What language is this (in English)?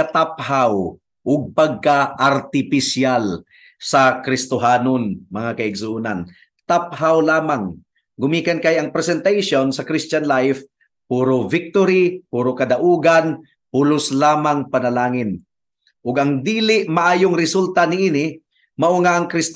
Cebuano